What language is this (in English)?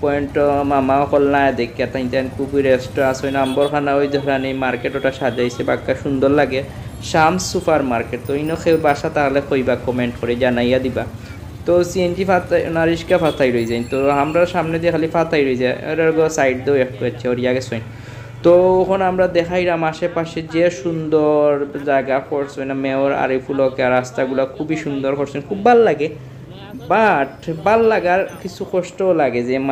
Sylheti